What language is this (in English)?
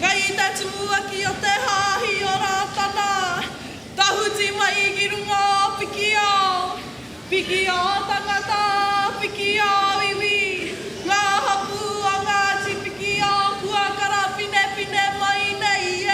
Māori